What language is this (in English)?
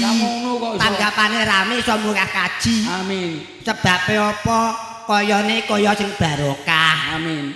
Javanese